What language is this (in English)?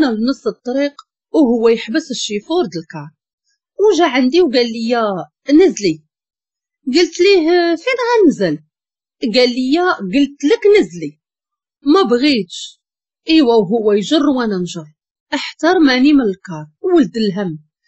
Moroccan Arabic